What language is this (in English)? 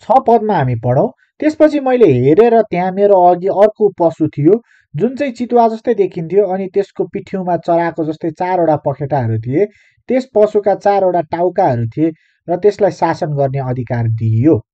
Nepali